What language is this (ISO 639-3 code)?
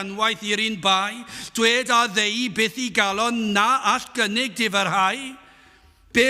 cym